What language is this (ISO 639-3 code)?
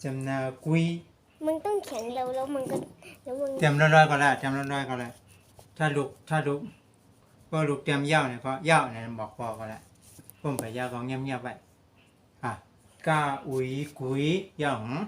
shn